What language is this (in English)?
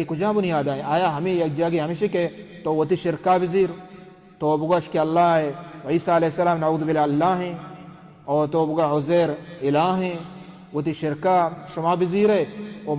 Baluchi